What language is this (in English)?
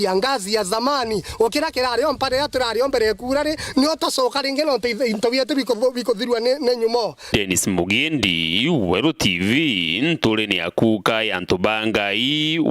Meru